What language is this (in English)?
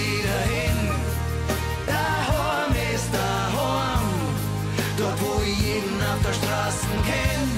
Bavarian